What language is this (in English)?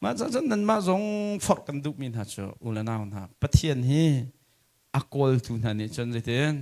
Hakha Chin